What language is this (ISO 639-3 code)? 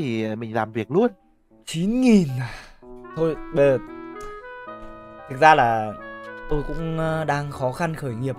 vie